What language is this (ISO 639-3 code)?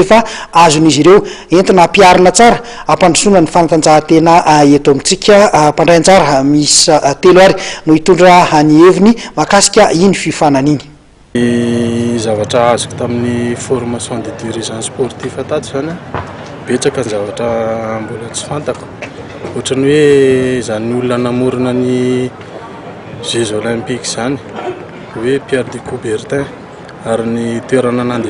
mlg